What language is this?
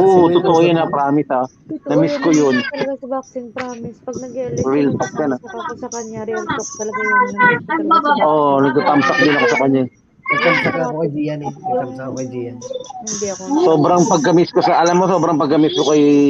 Hiligaynon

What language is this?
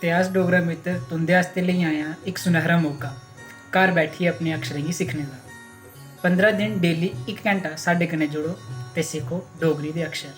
Dogri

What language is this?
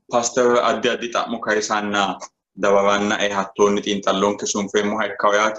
Sidamo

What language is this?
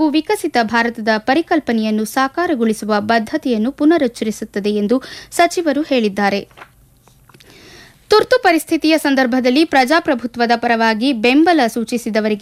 Kannada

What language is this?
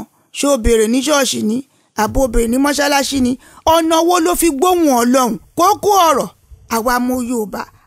Yoruba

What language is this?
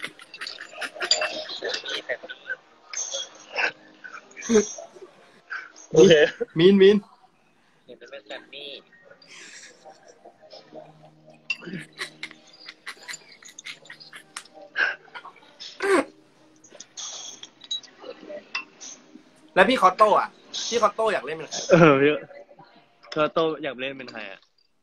Thai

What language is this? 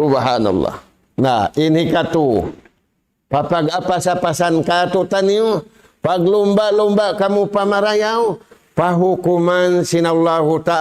Tausug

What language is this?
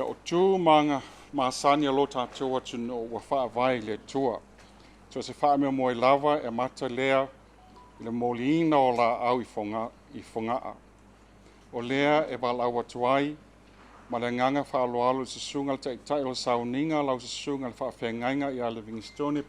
Samoan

